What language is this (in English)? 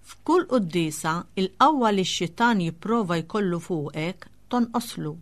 Maltese